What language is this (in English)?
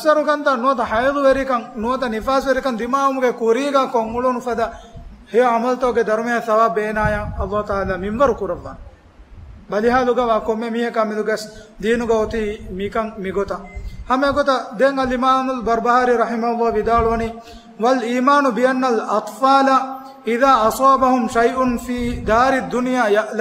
Divehi